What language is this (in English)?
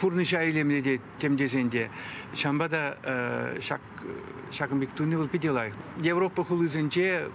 Chuvash